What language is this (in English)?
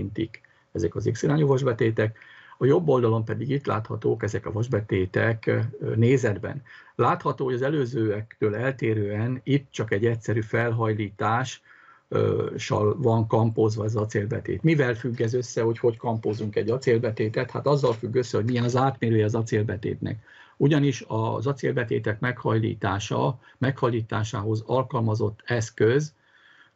Hungarian